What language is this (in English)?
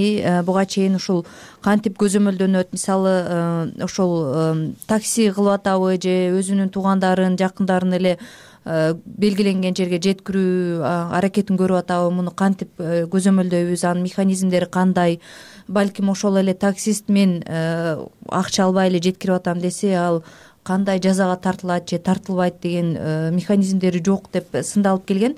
Kyrgyz